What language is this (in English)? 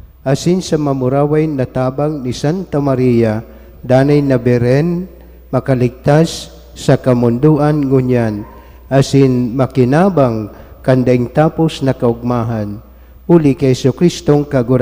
Bikol